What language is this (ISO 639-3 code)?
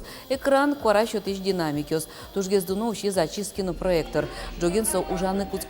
udm